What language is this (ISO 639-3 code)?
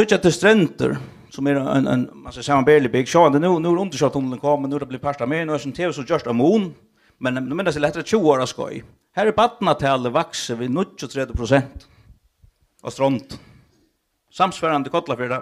fao